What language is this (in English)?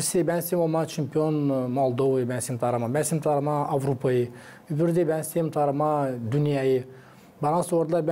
Gagauz